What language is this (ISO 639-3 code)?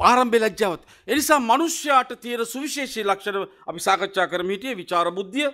sin